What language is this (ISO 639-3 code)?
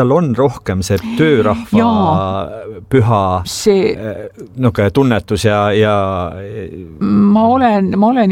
est